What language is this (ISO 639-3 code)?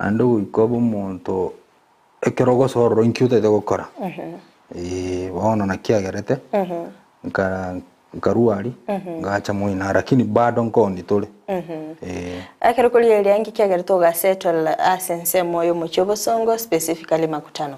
guz